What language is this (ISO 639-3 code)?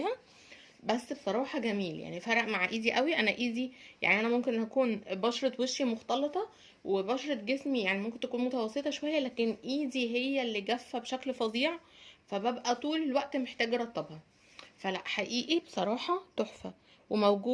arz